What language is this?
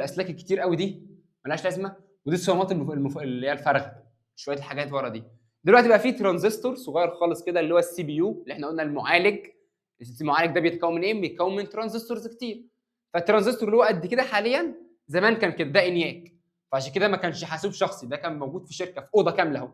Egyptian Arabic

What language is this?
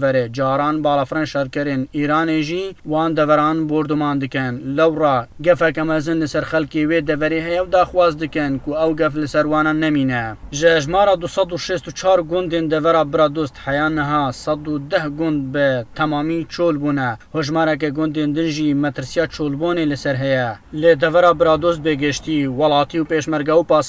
Kurdish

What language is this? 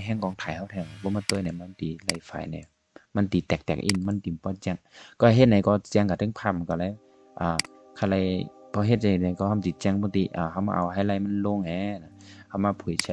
Shan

